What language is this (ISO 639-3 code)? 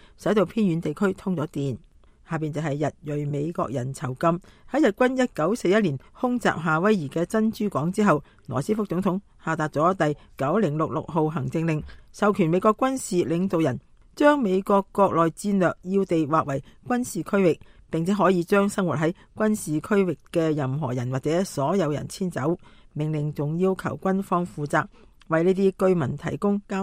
yue